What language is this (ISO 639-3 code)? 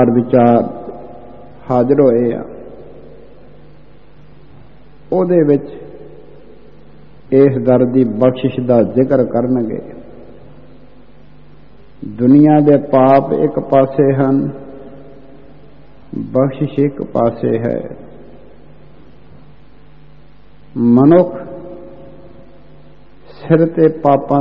pan